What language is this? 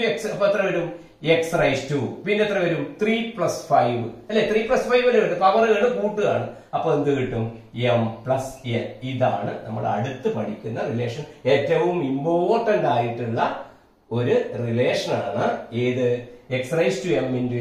Malayalam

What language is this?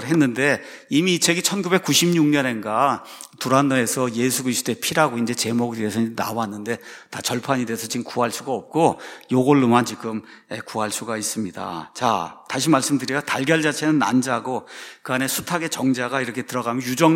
Korean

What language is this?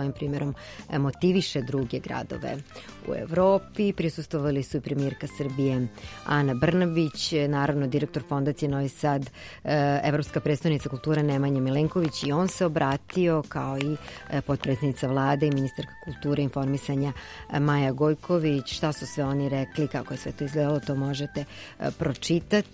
Serbian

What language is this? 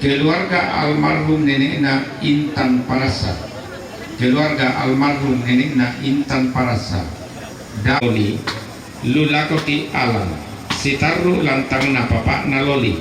Toraja-Sa'dan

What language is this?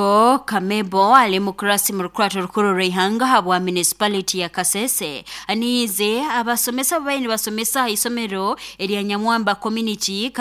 Nyoro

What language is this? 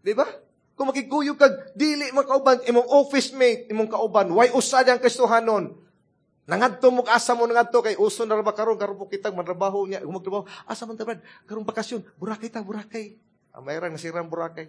Cebuano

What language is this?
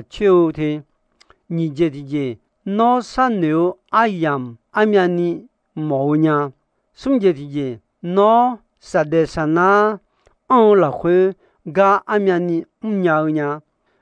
Akha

